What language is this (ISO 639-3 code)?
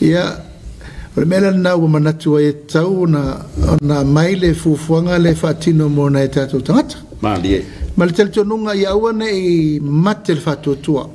smo